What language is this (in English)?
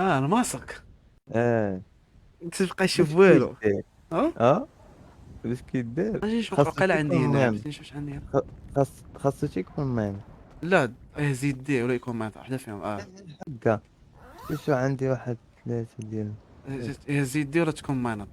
Moroccan Arabic